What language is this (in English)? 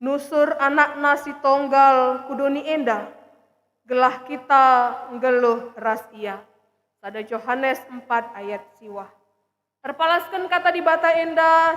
Batak Karo